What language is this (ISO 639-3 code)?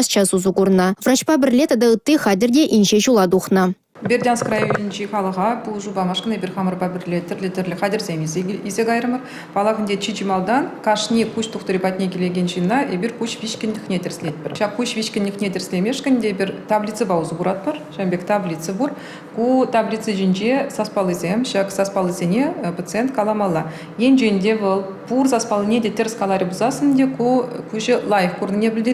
chv